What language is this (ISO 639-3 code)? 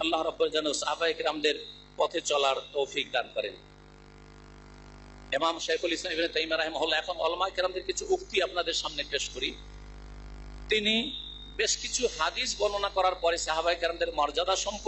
ben